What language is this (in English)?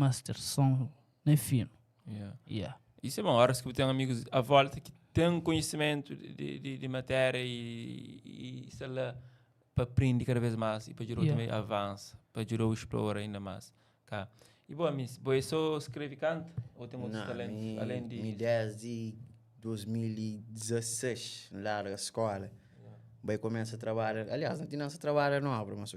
Kabuverdianu